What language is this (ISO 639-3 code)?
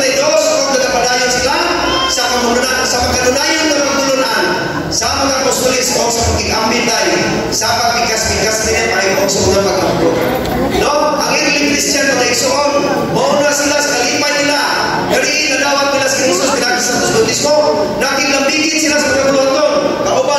ceb